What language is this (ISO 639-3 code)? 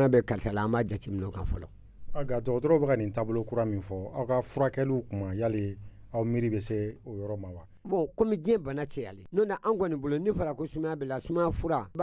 bam